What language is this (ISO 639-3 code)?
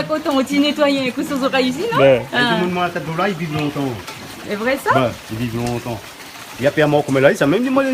rcf